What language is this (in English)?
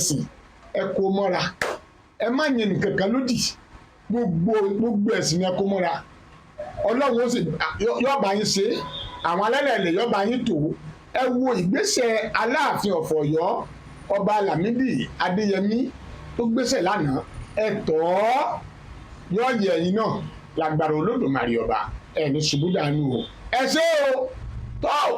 Yoruba